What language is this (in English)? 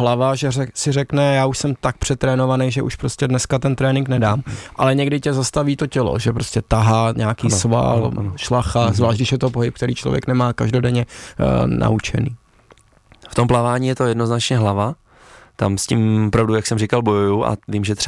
Czech